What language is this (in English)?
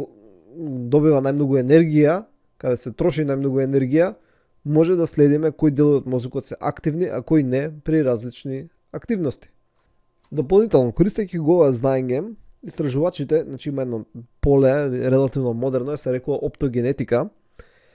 Macedonian